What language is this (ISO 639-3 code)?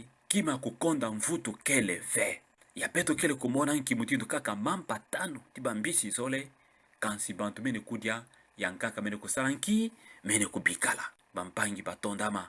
ktu